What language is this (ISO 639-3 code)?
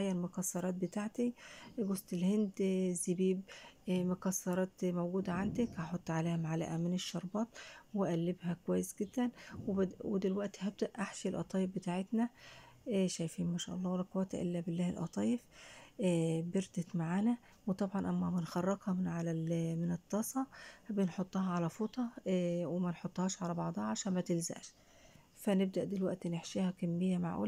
arz